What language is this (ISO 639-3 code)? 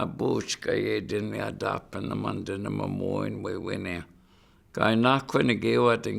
ciw